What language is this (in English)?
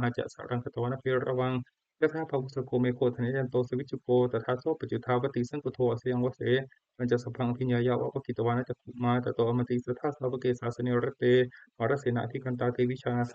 Pali